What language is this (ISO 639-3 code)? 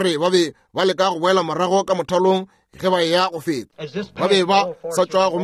nso